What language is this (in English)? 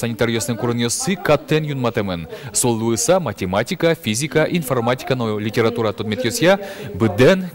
Udmurt